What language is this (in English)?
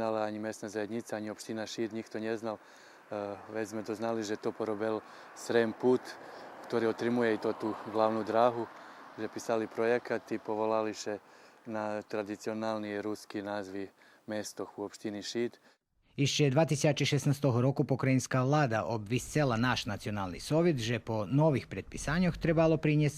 Rusyn